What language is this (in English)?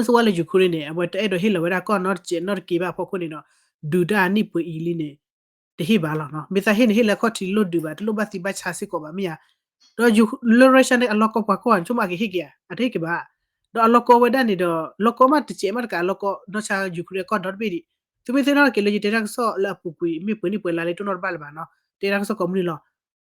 S'gaw Karen